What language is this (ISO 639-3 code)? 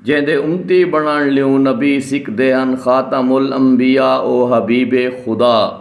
skr